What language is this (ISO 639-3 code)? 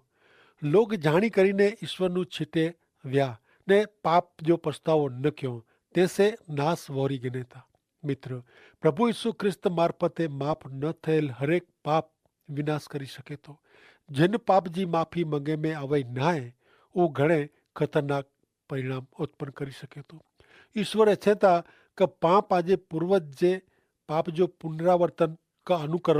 kfr